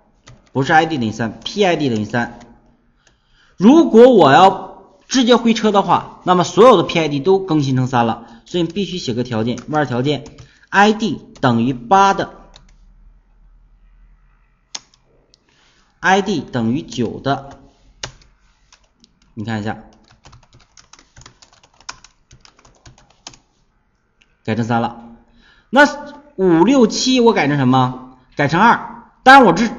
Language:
Chinese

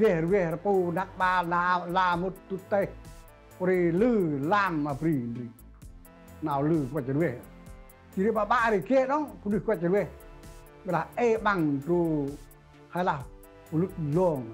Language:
Central Mnong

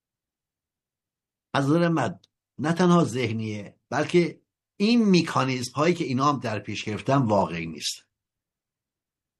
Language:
Persian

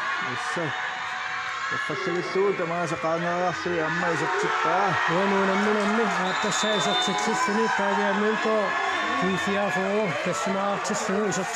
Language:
Kalaallisut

